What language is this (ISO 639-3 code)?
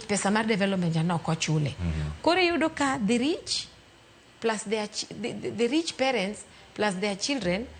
luo